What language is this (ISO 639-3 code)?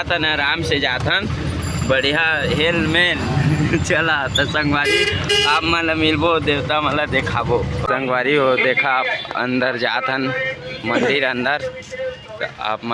hne